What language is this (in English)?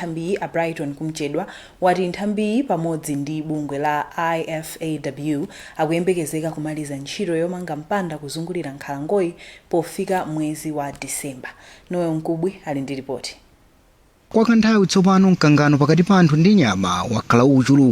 Nyanja